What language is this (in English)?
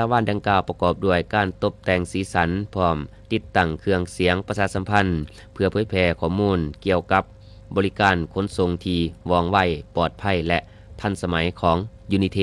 Lao